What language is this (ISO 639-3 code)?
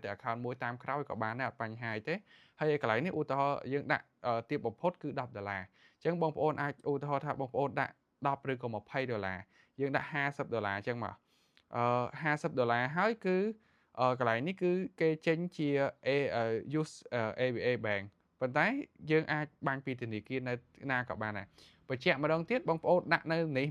khm